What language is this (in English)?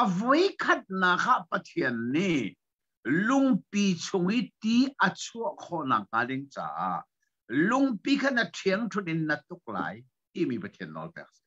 Hakha Chin